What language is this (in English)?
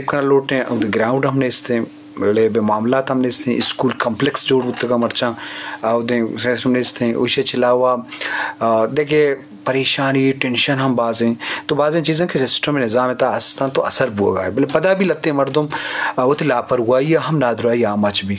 Baluchi